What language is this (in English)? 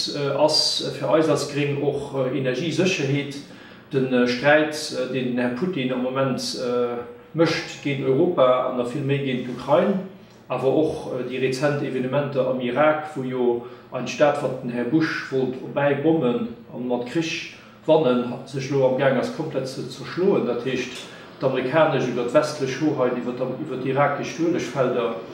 Luxembourgish